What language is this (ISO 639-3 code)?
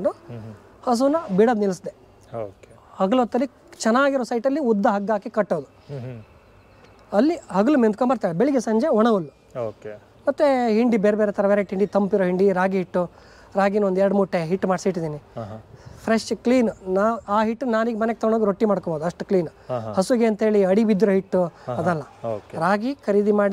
kan